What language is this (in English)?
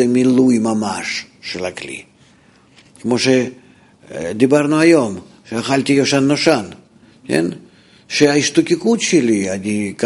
Hebrew